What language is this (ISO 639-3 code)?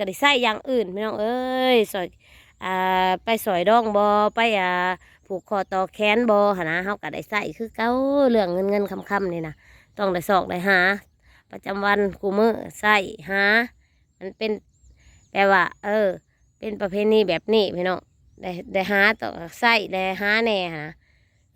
tts